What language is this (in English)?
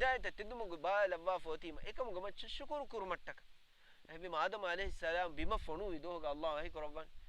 Divehi